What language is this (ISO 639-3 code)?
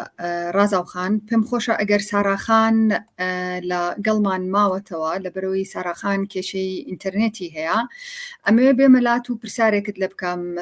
ckb